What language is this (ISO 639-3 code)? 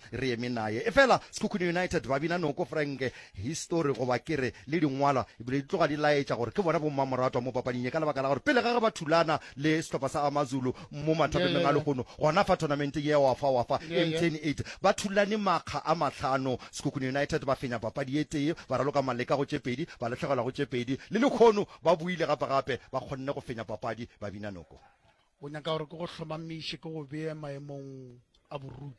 nso